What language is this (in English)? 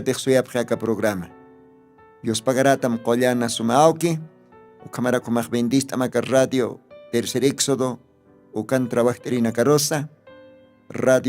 Aymara